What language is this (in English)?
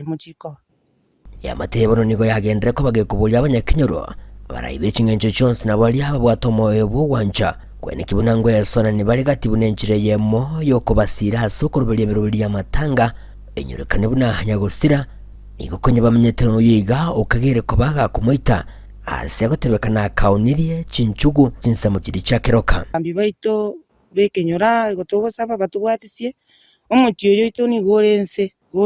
Gusii